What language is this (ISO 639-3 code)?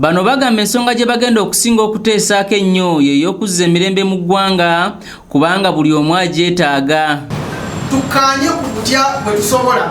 lug